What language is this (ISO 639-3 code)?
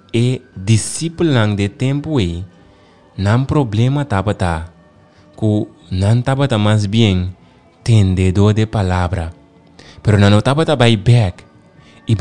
pap